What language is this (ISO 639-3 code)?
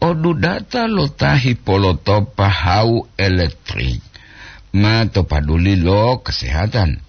gor